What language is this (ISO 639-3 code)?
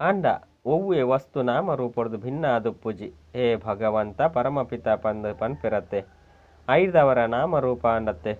tcy